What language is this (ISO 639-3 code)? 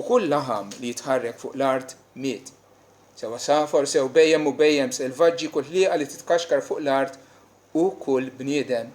mlt